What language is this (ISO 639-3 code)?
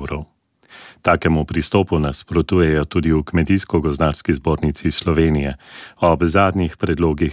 slv